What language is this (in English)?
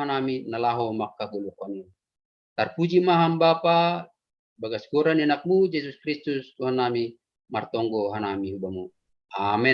Batak Simalungun